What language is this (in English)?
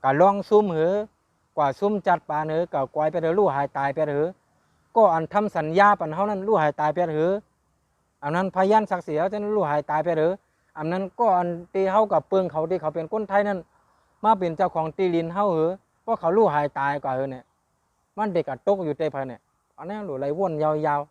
Shan